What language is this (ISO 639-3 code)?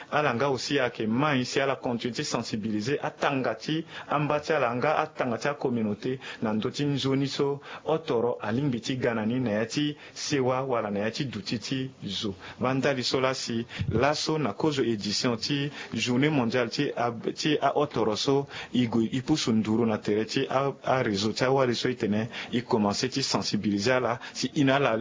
sag